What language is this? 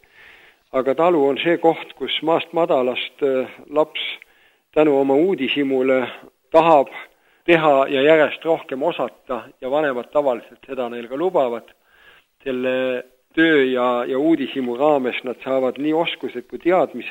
Estonian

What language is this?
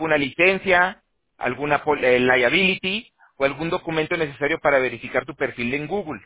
Spanish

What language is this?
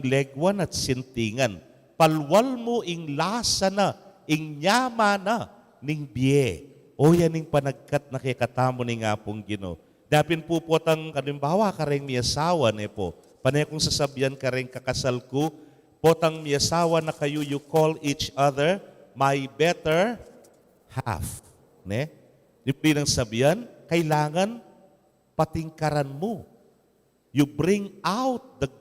Pampanga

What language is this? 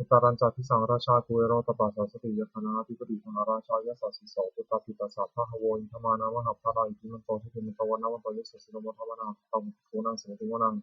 Pali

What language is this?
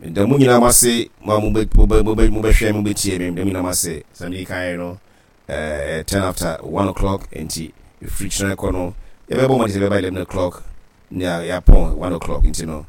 Akan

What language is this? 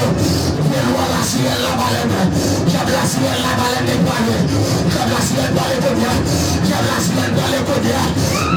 Haitian Creole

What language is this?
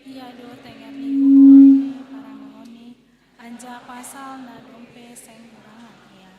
Batak Simalungun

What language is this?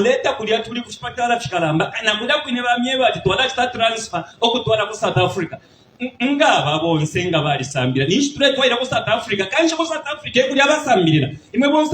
Bemba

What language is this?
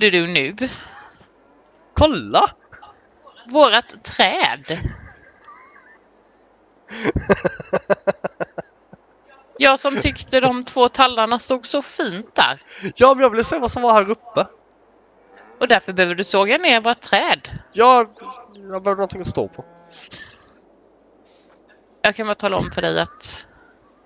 Swedish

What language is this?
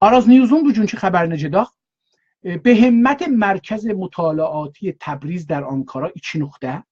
South Azerbaijani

